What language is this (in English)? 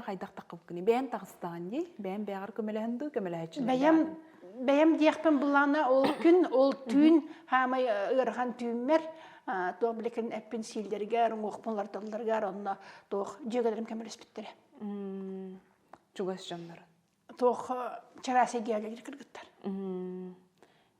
Yakut